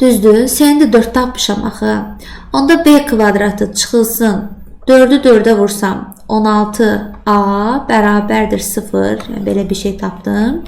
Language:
Azerbaijani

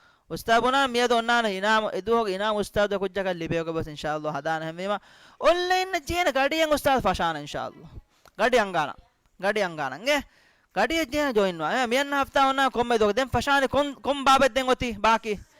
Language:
Divehi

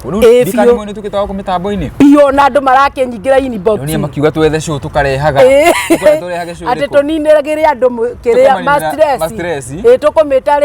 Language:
Kikuyu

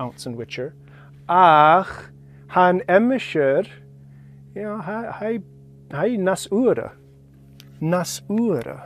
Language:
Scottish Gaelic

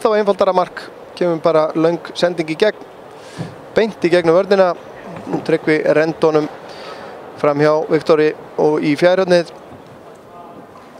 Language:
Icelandic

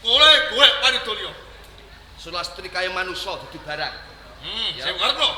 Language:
Javanese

